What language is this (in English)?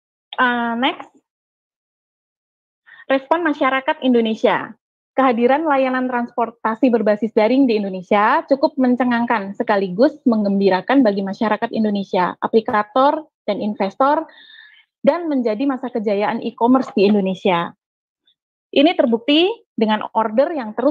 Indonesian